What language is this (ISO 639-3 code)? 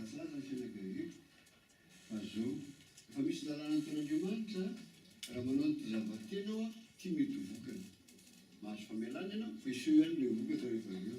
mlg